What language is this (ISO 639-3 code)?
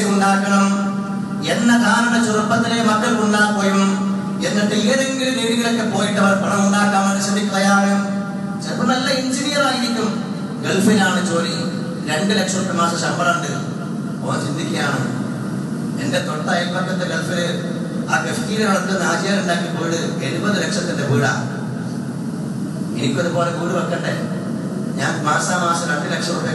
mal